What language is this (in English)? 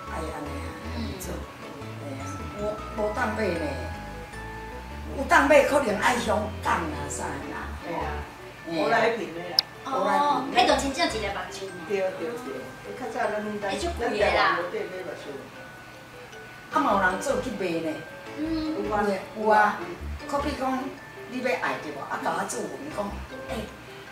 Min Nan Chinese